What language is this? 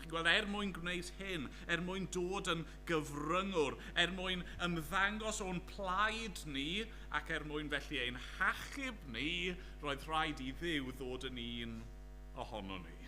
Welsh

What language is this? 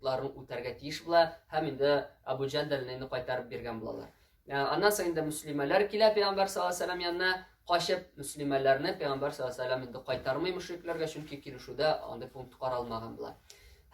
Tatar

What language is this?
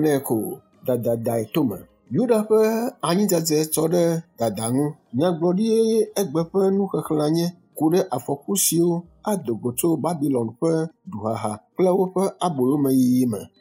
Ewe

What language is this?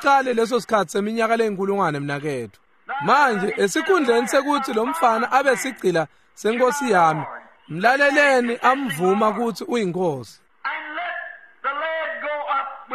Swati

